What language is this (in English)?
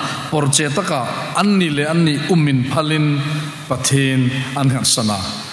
Hmar